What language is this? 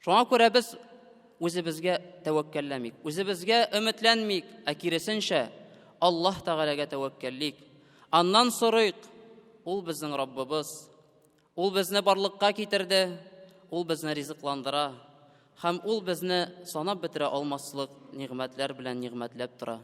Tatar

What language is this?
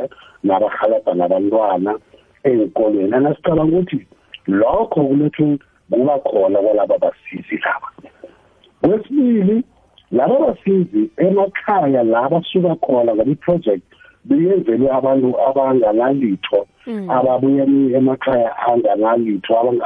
South Ndebele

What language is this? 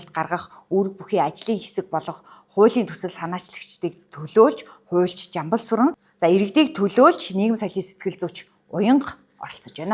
Mongolian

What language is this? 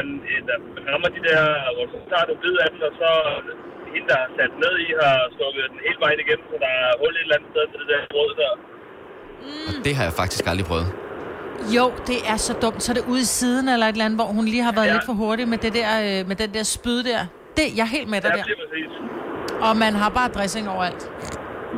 Danish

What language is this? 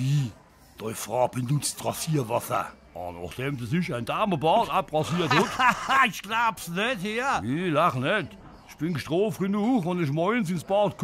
Palatine German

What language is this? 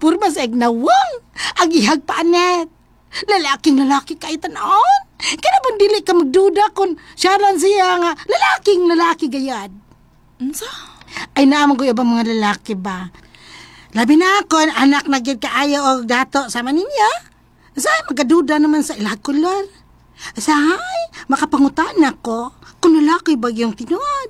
Cebuano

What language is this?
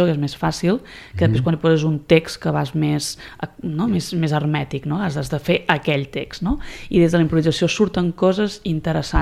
Catalan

